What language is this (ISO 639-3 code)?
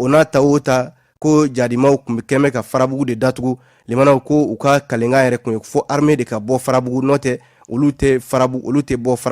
bam